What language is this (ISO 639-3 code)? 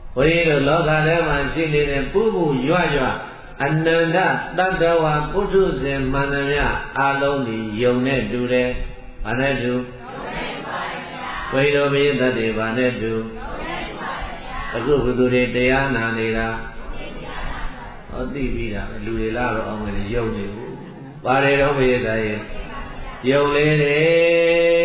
mya